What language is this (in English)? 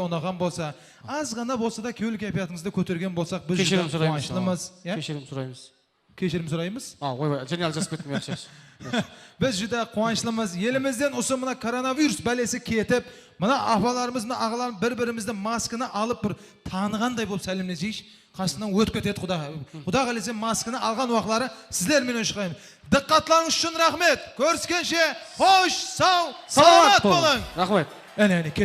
Kara-Kalpak